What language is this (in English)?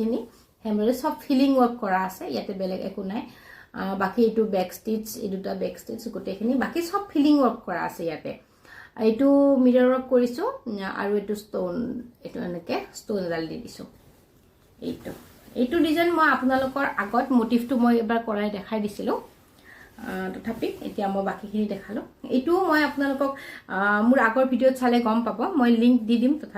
Assamese